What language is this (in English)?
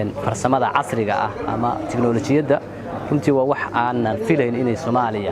Somali